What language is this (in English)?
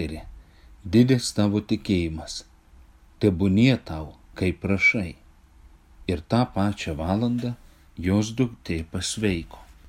Lithuanian